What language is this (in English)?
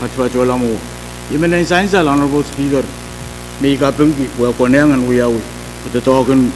Pohnpeian